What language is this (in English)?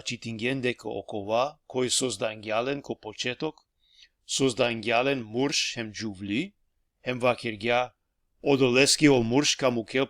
Balkan Romani